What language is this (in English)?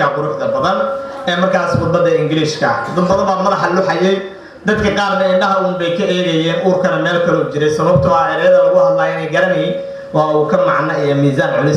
Somali